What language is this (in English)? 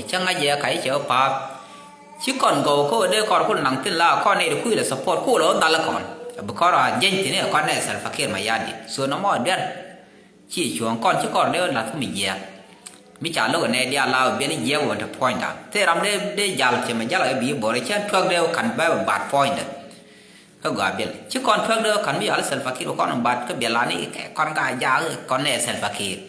Nuer